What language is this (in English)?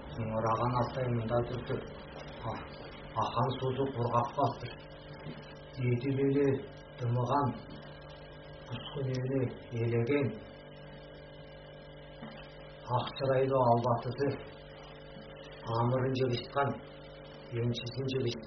Kazakh